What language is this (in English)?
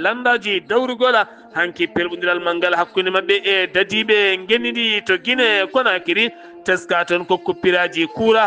Fula